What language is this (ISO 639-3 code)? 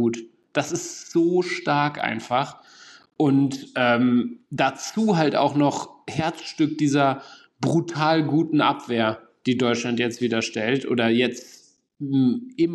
deu